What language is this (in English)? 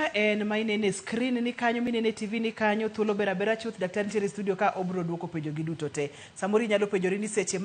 Luo (Kenya and Tanzania)